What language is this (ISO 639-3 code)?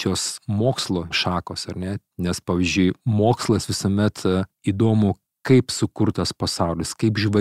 lit